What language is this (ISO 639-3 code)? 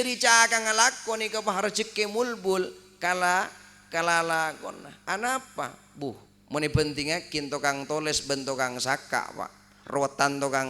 mad